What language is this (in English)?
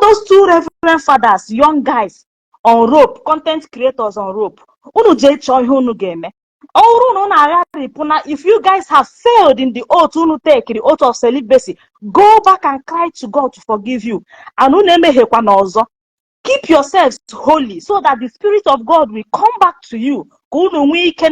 Igbo